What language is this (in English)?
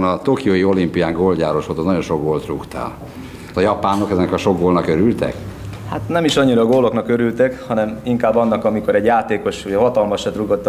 Hungarian